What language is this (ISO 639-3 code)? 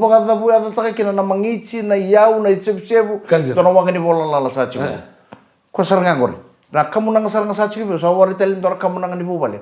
fij